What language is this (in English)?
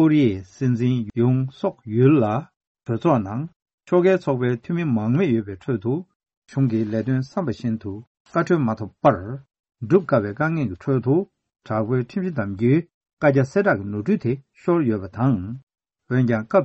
Tibetan